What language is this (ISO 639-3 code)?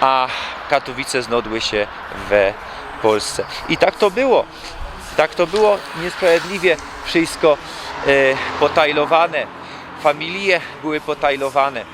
szl